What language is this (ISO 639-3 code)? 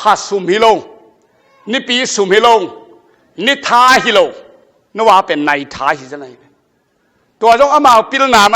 ctd